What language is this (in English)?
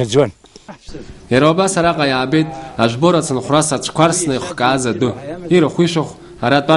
Abkhazian